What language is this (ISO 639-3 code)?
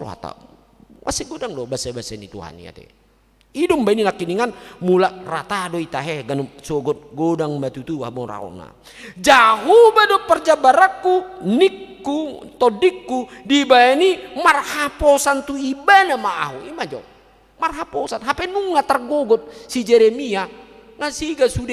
bbc